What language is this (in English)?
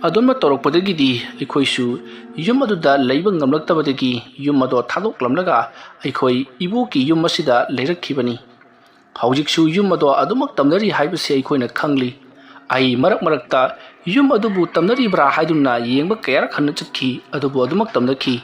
Manipuri